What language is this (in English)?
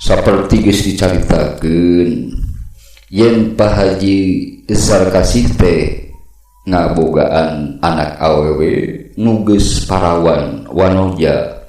Sundanese